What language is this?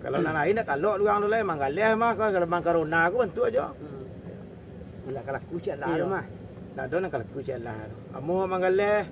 Minangkabau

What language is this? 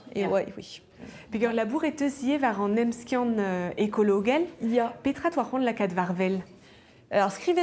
Breton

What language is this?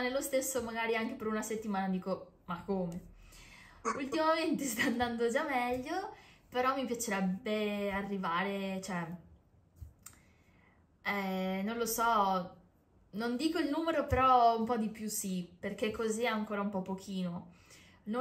Italian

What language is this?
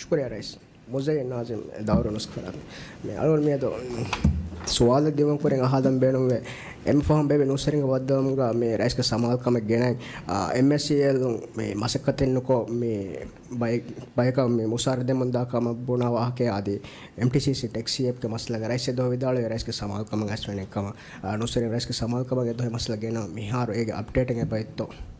Divehi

